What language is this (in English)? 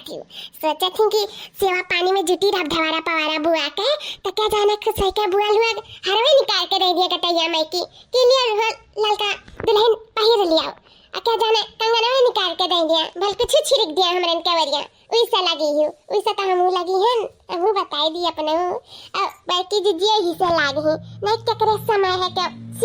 Awadhi